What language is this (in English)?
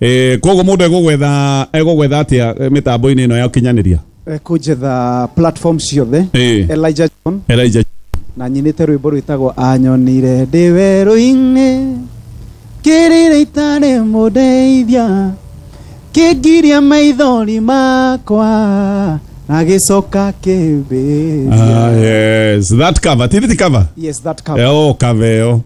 Kikuyu